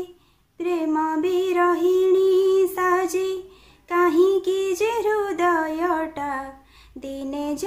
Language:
Odia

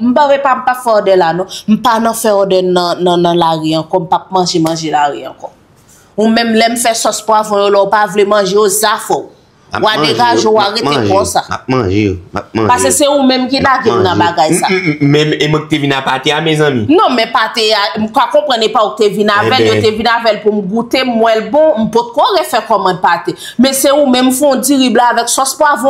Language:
Haitian Creole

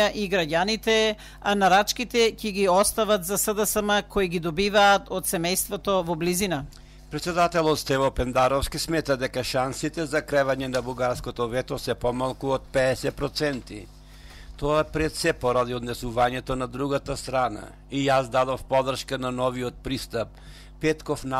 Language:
Macedonian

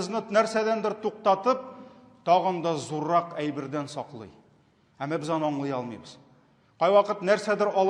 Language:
Tatar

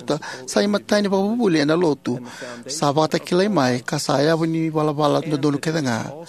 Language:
Fijian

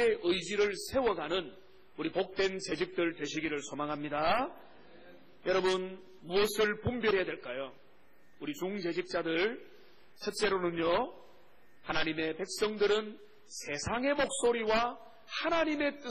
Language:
Korean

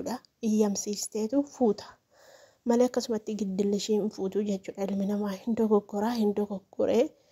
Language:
Oromo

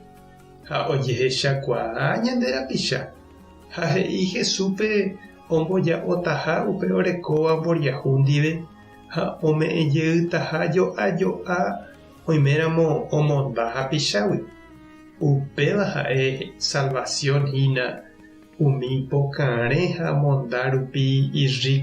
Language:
Guarani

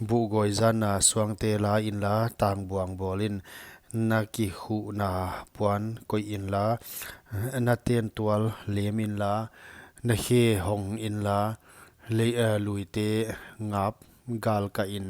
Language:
Paite Chin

